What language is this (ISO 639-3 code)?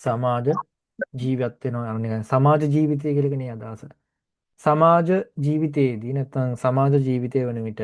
sin